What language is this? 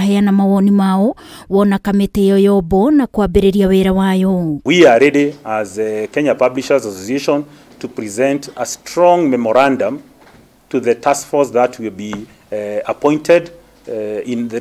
Kikuyu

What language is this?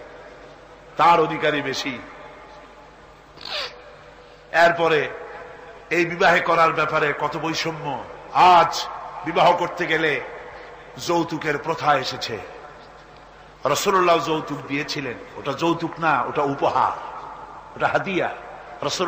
Bangla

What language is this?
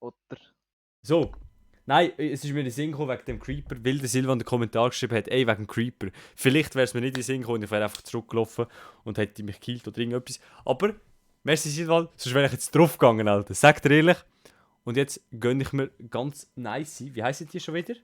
Swiss German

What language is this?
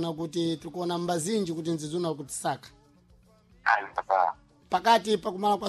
Sena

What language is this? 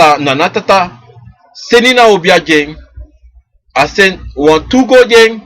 Sranan Tongo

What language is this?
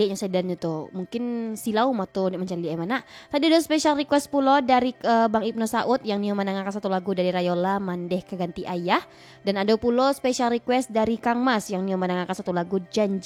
Minangkabau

